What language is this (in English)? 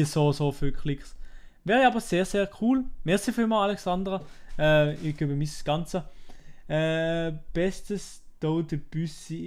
Swiss German